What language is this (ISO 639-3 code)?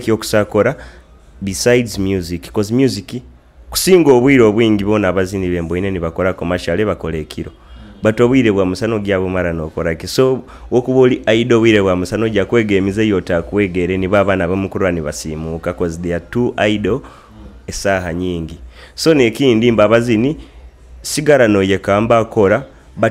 nyo